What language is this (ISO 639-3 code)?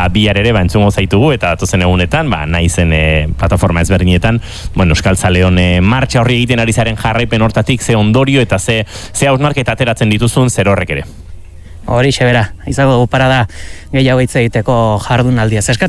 eus